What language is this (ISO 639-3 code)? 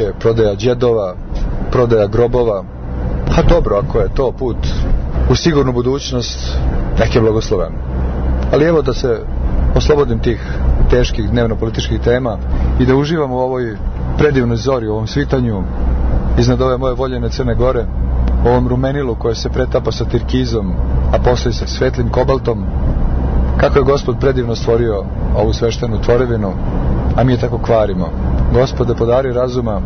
srp